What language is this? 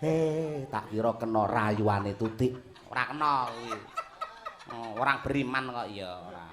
Javanese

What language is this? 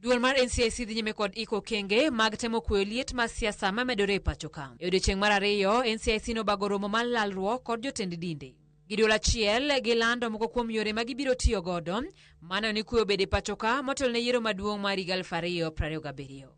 Luo (Kenya and Tanzania)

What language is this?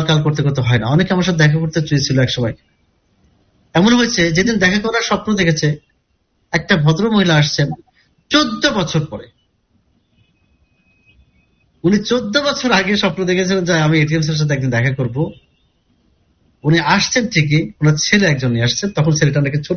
Bangla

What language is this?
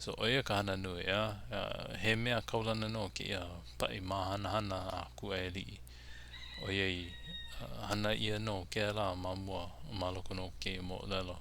Hawaiian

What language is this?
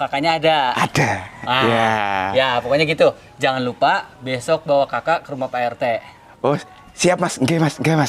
Betawi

